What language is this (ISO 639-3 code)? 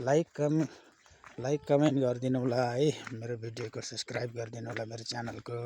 nep